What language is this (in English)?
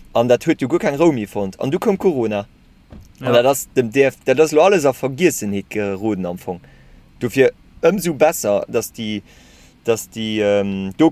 Luxembourgish